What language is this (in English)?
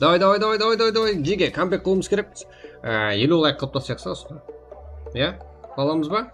Kara-Kalpak